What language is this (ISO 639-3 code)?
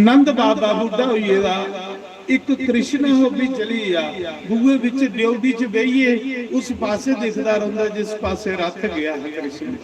doi